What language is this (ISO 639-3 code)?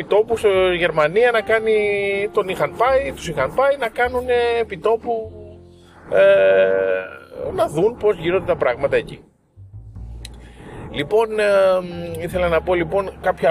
ell